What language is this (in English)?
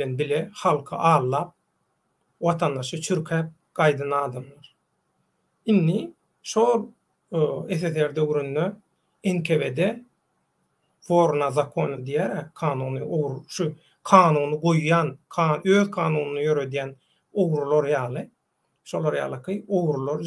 Turkmen